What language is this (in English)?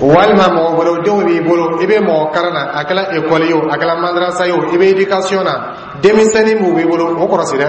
Dyula